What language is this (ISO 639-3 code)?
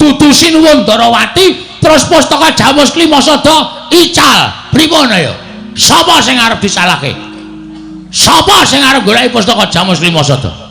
jav